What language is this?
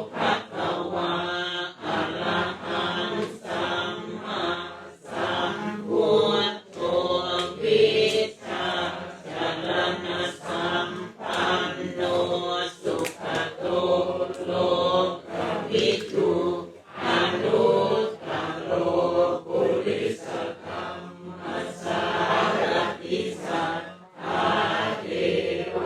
Pali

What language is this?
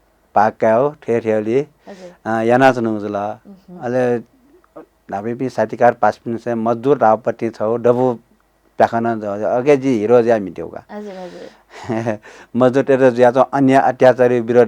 Newari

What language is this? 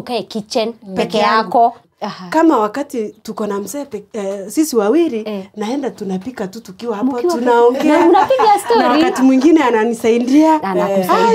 Swahili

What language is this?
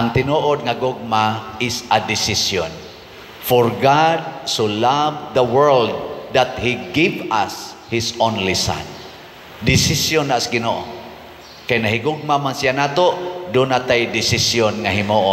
Cebuano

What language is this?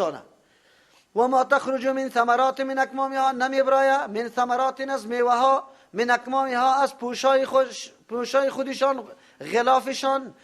Persian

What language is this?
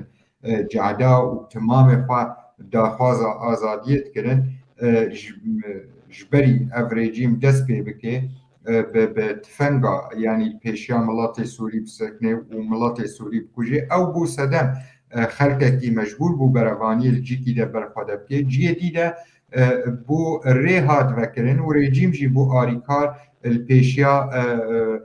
Kurdish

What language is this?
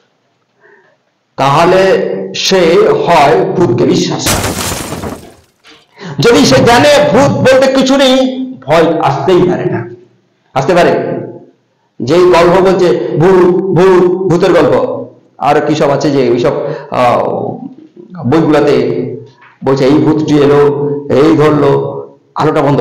Bangla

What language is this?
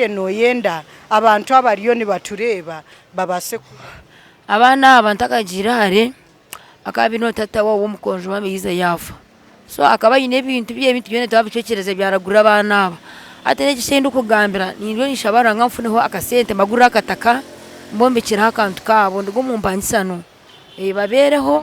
Nyankole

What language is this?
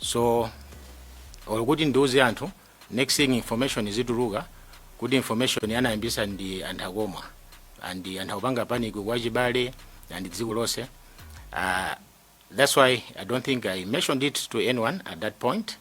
Nyanja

